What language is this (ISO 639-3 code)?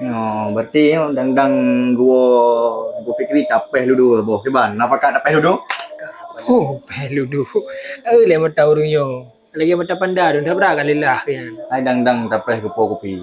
ace